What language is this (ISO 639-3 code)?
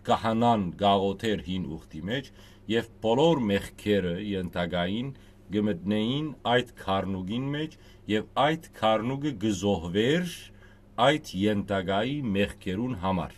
hyw